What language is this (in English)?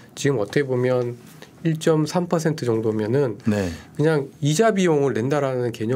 Korean